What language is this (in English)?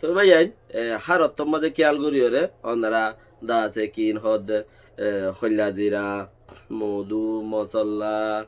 Rohingya